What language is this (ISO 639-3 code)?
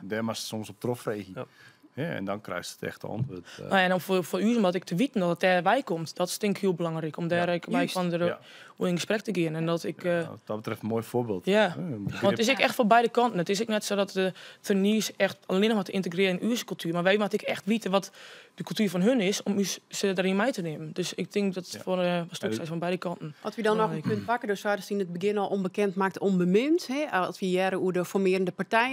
fry